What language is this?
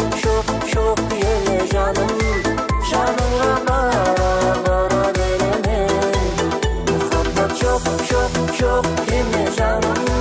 Kara-Kalpak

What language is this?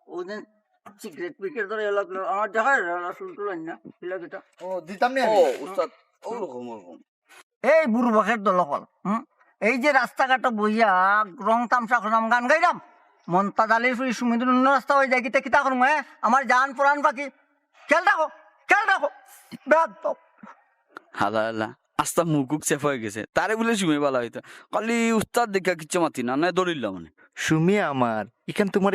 Sylheti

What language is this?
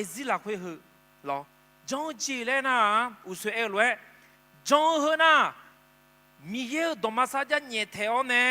Akha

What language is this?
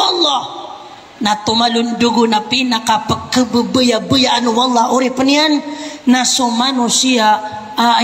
Maranao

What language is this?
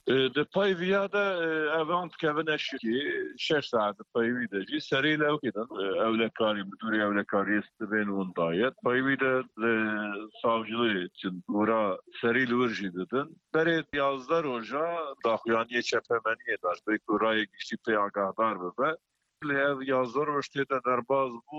Kurdish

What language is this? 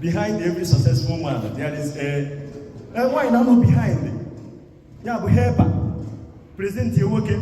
Igbo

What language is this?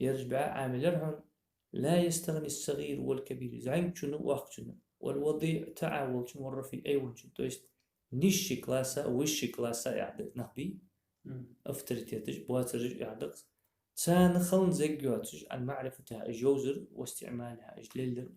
Ingush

